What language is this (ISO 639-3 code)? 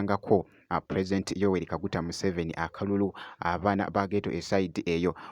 lug